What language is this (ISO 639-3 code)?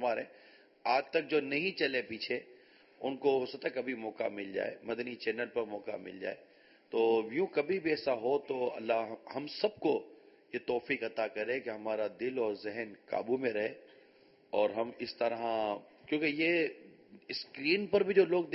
urd